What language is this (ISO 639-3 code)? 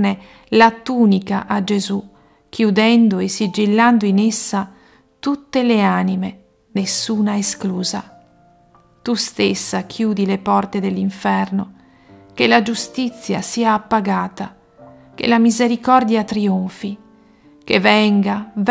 ita